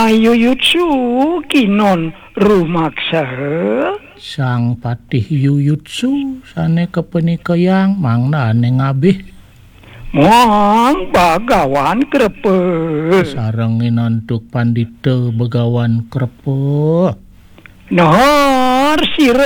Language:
Balinese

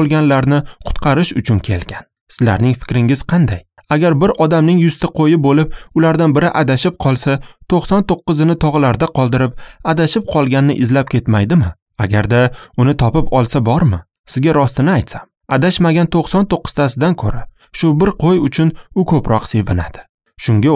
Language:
Uzbek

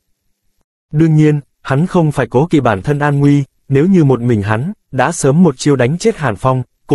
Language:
Vietnamese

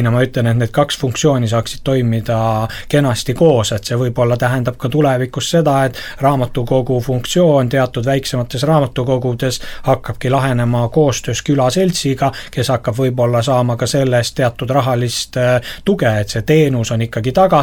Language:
Estonian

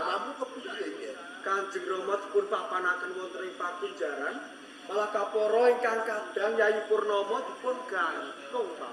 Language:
Javanese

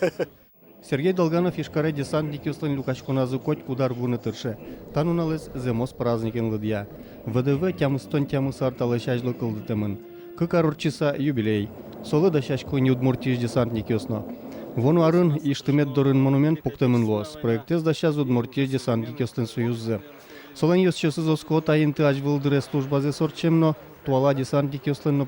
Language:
Udmurt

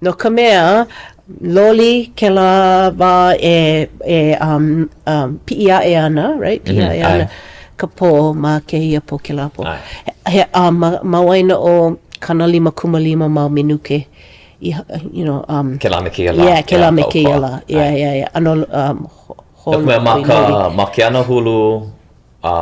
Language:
Hawaiian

